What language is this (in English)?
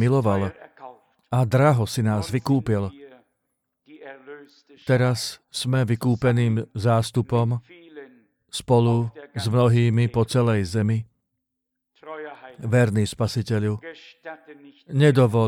Slovak